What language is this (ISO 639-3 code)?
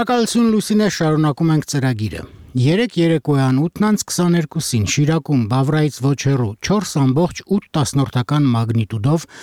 hye